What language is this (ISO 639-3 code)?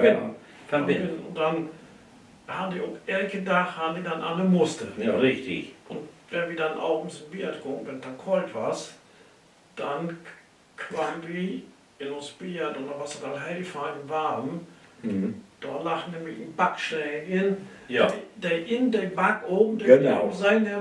nds